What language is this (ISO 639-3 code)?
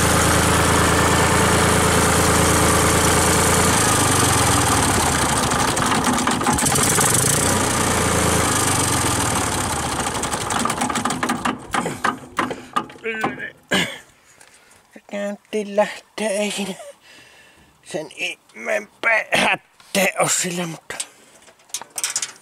fin